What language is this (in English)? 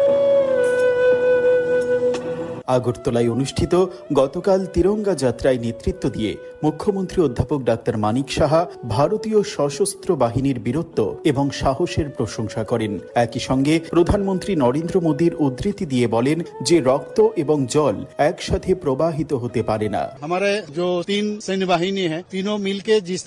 Bangla